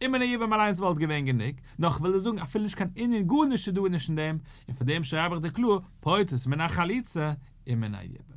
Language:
Yiddish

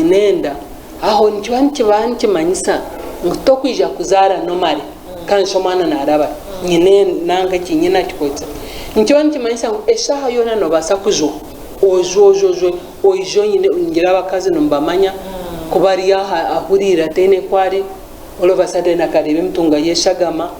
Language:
Nyankole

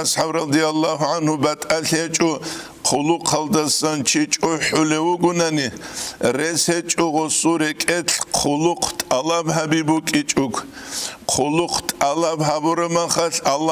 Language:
Avaric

